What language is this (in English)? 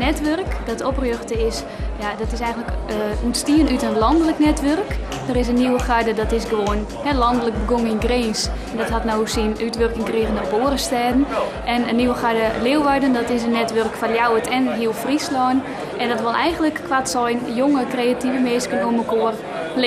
Western Frisian